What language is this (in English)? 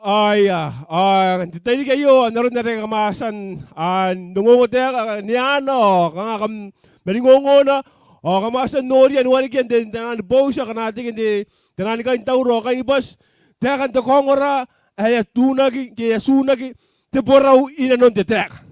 Gilbertese